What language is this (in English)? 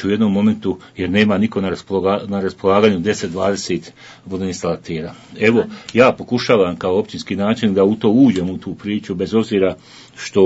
Bosnian